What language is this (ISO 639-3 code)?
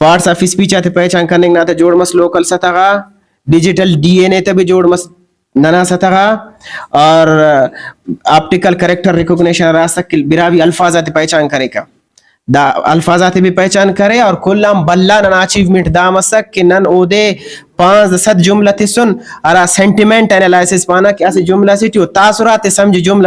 brh